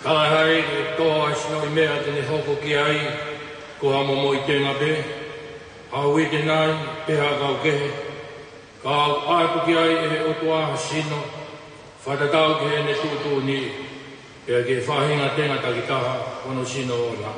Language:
Tongan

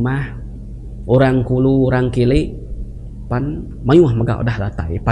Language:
Iban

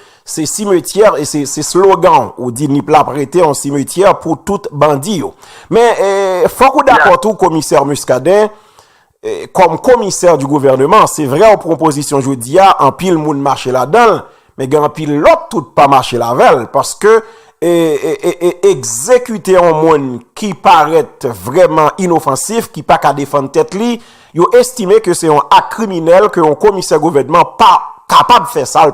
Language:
Haitian Creole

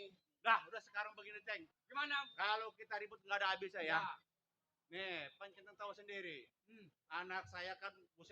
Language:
Betawi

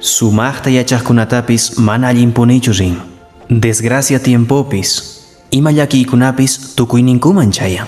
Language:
Quechua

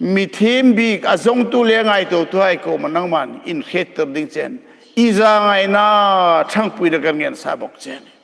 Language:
Hmar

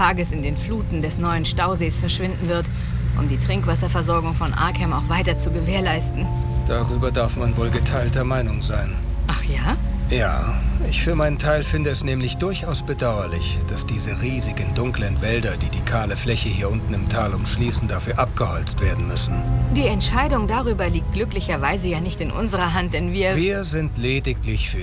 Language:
German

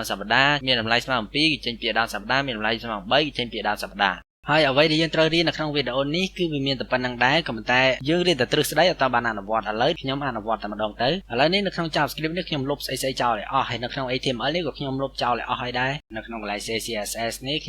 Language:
Khmer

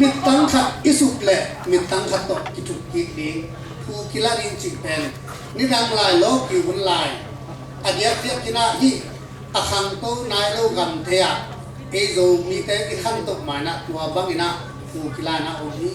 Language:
Tedim Chin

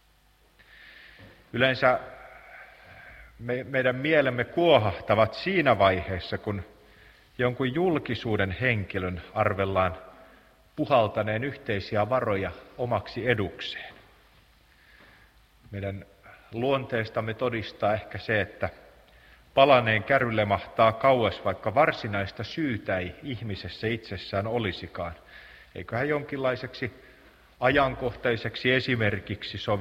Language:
Finnish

